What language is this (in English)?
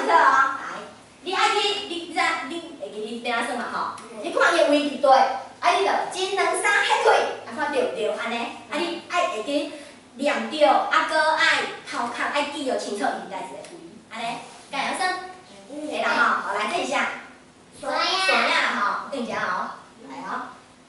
Min Nan Chinese